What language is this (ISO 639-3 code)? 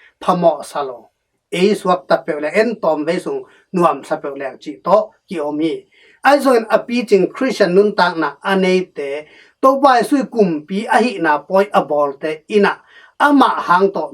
ctd